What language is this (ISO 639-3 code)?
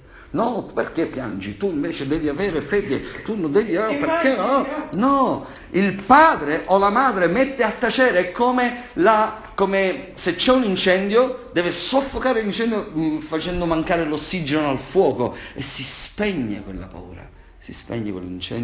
ita